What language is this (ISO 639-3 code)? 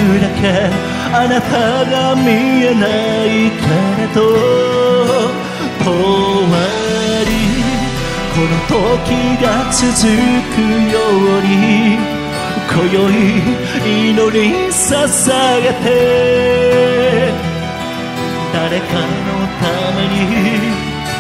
jpn